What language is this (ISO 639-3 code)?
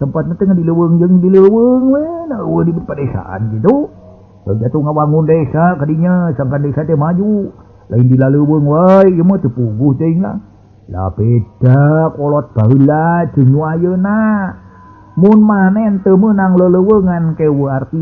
sun